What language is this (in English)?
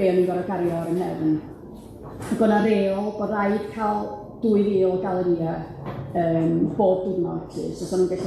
Welsh